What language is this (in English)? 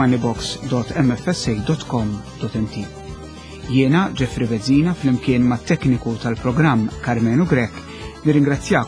Maltese